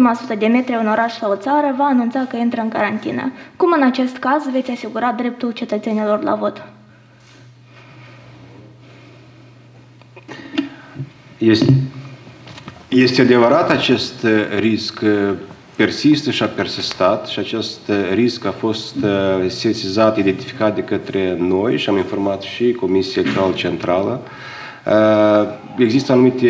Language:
Romanian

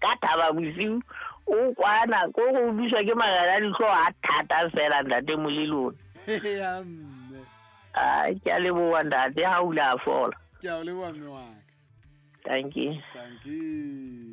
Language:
Southern Sotho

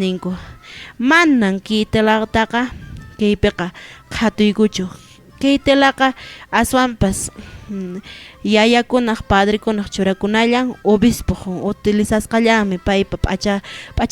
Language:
Quechua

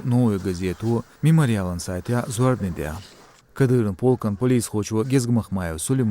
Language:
Chechen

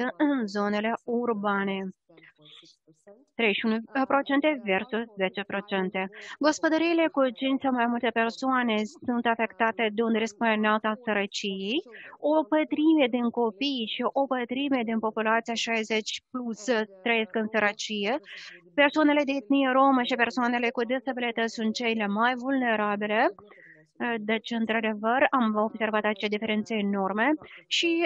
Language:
Romanian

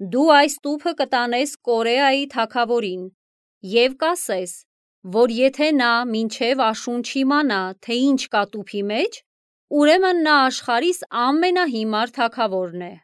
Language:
Armenian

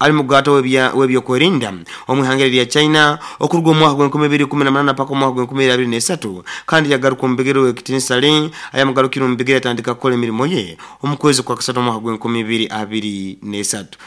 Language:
Nyoro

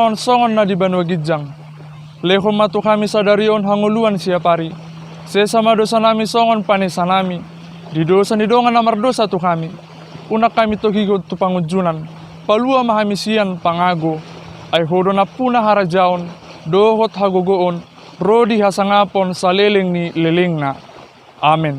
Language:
Batak Toba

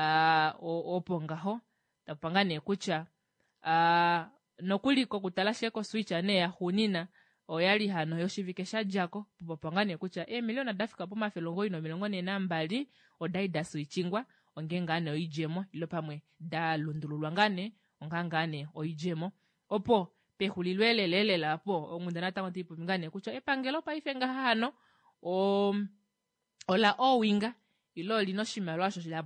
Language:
Kuanyama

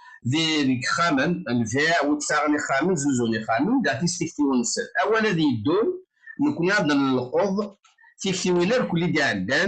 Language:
Kabyle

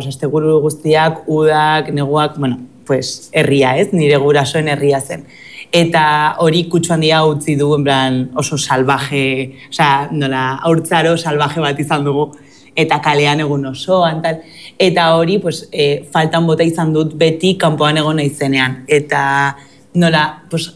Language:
Basque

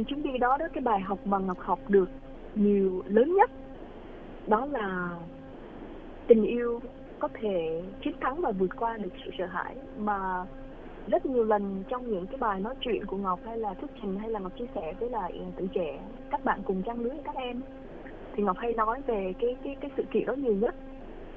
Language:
Vietnamese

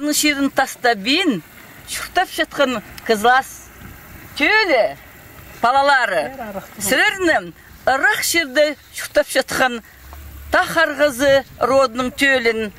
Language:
Khakas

